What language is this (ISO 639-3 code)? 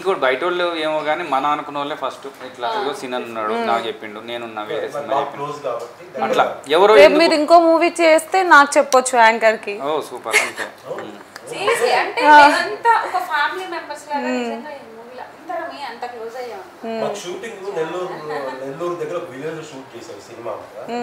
tel